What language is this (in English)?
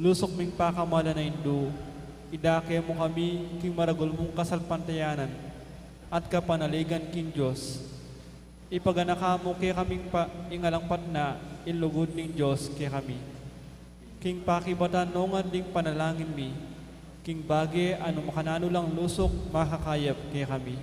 Pampanga